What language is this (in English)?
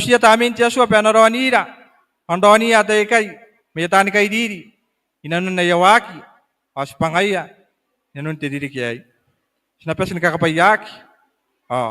Gilbertese